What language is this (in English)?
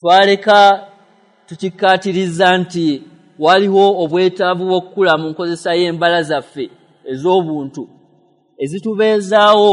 Ganda